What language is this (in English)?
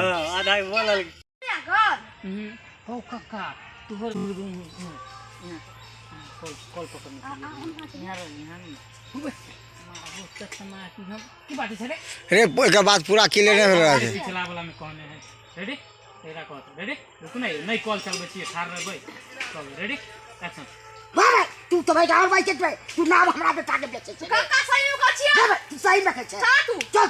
Maithili